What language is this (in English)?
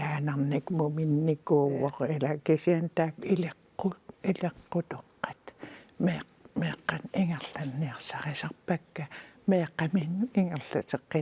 Kalaallisut